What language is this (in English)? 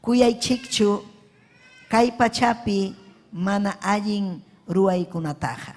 Ayacucho Quechua